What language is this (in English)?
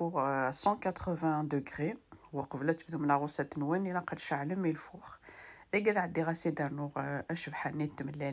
Kabyle